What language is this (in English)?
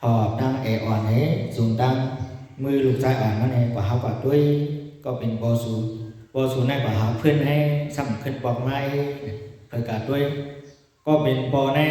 Shan